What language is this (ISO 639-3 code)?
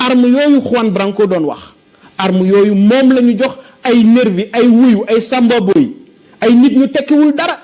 wol